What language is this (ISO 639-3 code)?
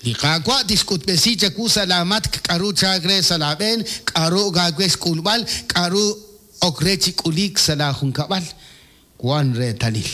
kek